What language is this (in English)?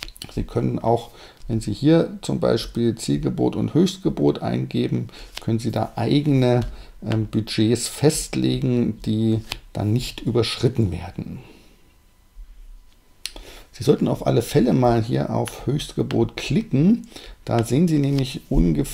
German